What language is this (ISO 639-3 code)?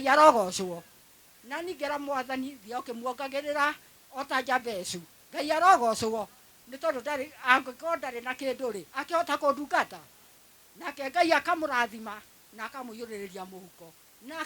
kik